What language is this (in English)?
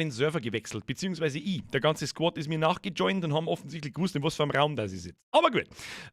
Bavarian